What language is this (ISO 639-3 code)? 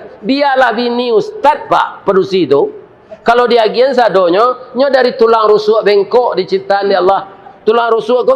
min